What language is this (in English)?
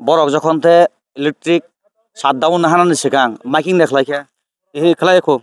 Kok Borok